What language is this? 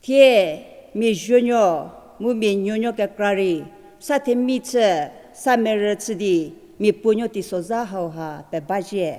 Angami Naga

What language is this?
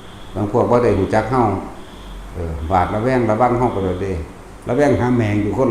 Northeastern Thai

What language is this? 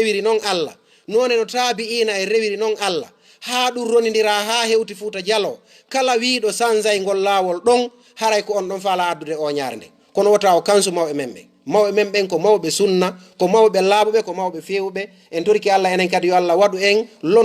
Fula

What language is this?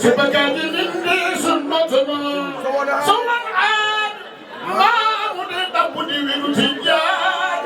Fula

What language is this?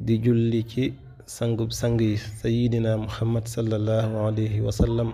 Wolof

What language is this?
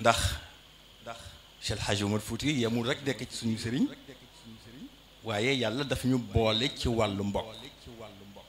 Wolof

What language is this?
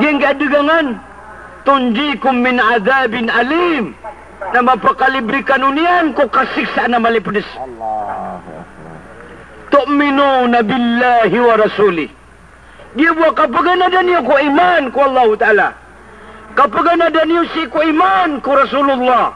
Maranao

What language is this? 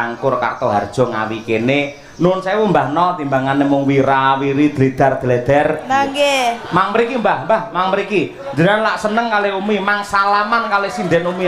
Javanese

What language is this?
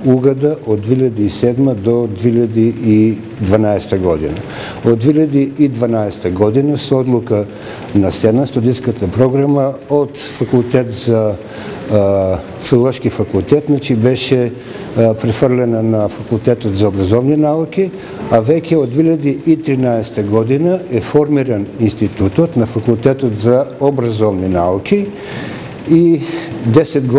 Macedonian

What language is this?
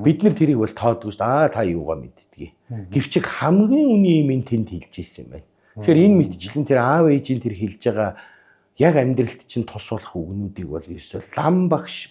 Mongolian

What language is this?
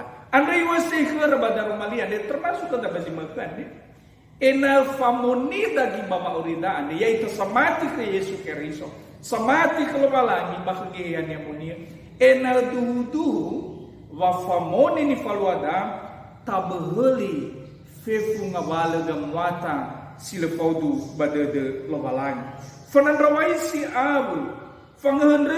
Nias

